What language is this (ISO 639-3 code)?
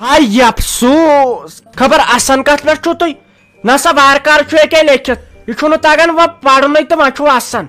kas